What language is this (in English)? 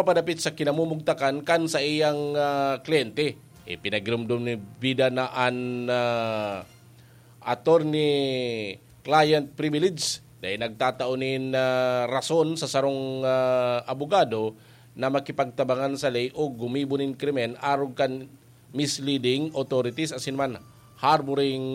Bikol